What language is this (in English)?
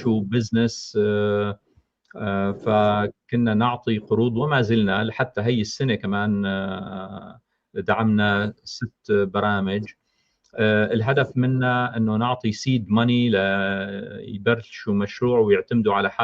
North Levantine Arabic